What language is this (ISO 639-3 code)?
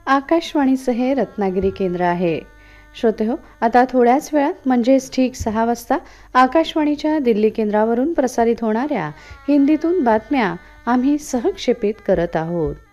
mar